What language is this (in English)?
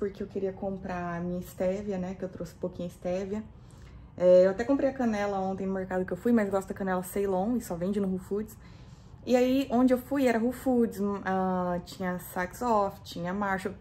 Portuguese